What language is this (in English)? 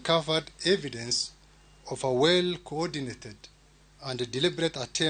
Luo (Kenya and Tanzania)